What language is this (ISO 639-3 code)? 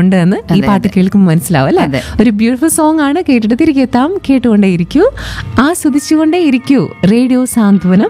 mal